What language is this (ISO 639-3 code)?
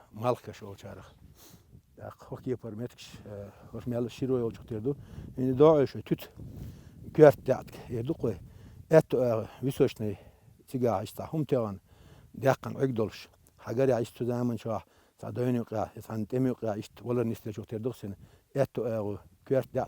che